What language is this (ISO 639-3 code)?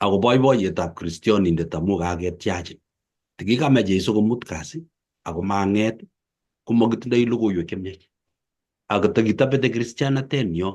kln